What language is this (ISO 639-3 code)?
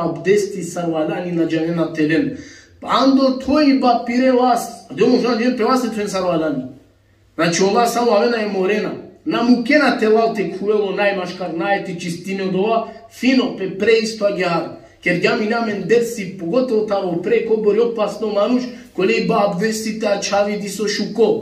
rmn